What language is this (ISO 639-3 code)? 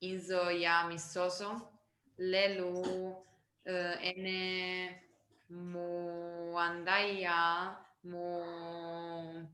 kmb